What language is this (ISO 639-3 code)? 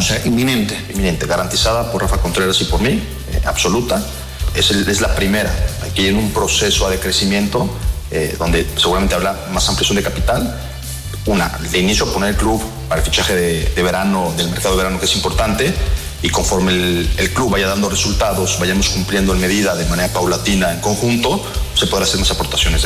spa